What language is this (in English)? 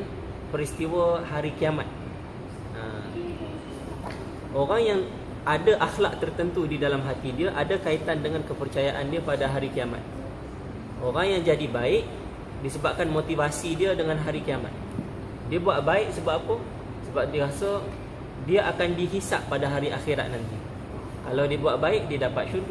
Malay